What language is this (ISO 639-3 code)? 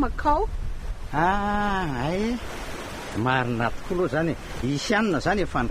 mlg